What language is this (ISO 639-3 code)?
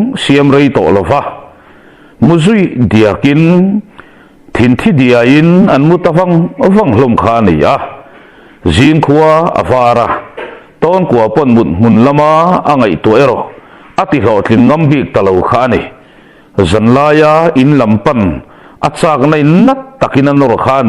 lus